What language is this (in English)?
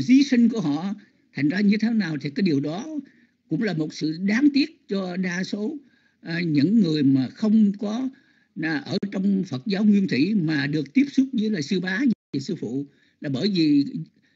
Vietnamese